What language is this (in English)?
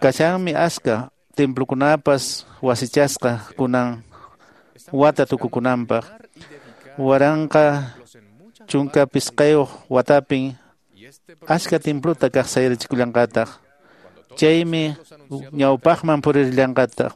Quechua